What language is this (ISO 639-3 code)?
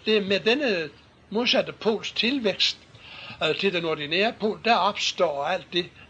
dan